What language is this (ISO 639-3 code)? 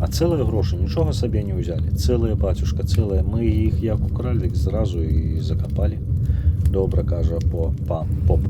bel